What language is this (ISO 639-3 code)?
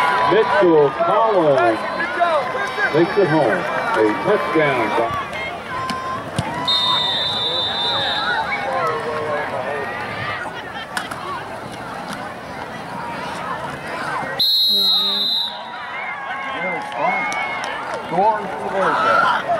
eng